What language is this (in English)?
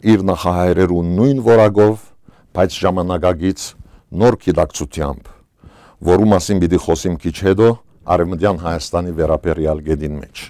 Western Armenian